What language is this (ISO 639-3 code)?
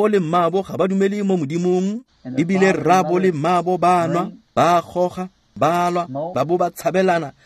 tsn